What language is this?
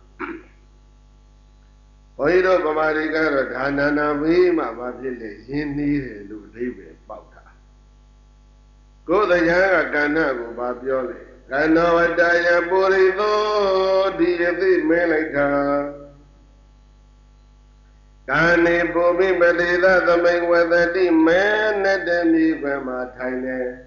Burmese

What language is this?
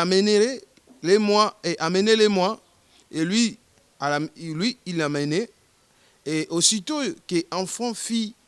Lingala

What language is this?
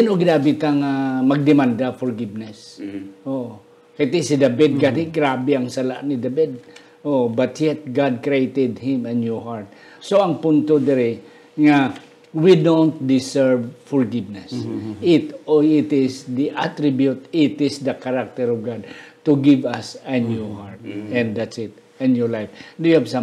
Hiligaynon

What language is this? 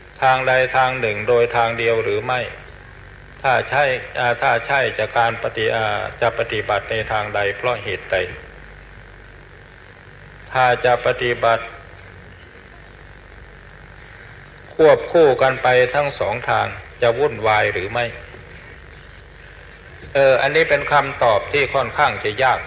Thai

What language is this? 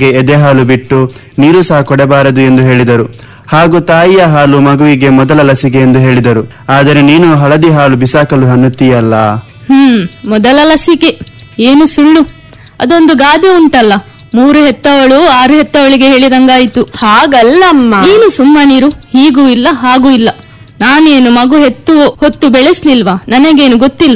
Kannada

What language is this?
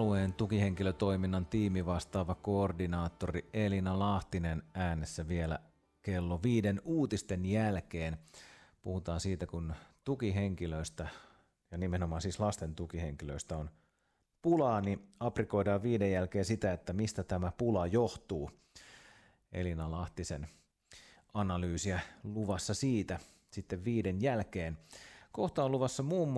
Finnish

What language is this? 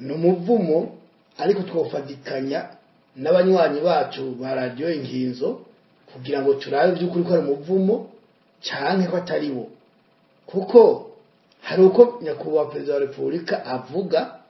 Rundi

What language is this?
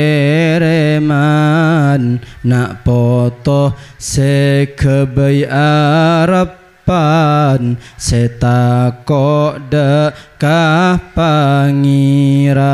Madurese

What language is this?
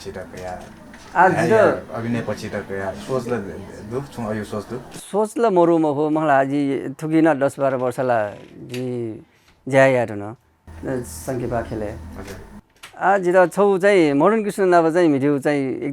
Newari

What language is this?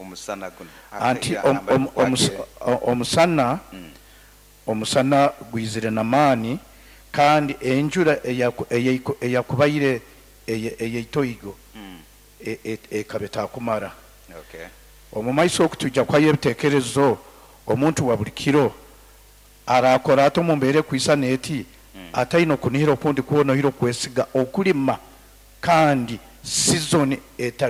Nyoro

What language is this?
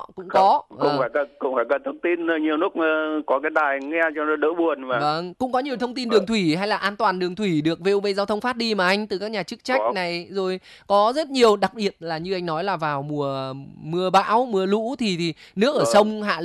Vietnamese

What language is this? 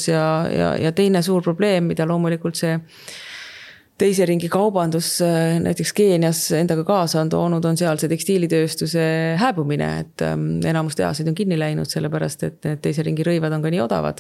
Estonian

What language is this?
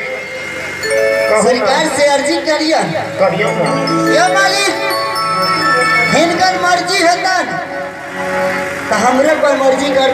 Maithili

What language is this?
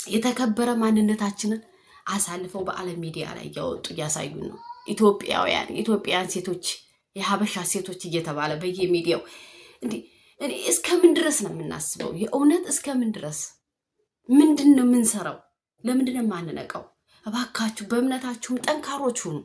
Amharic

